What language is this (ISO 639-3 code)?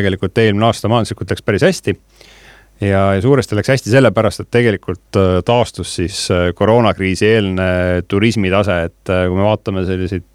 est